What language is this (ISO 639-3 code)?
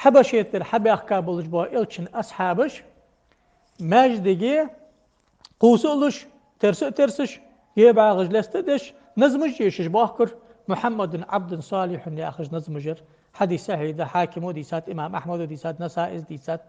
inh